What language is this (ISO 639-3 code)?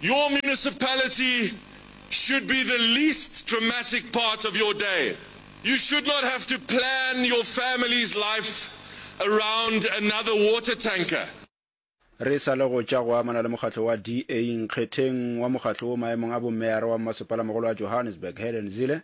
nso